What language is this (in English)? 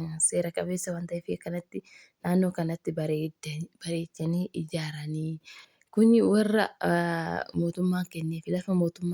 Oromo